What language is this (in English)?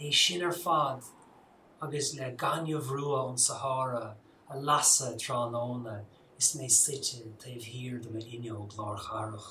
Irish